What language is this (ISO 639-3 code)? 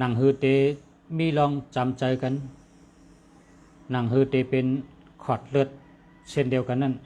shn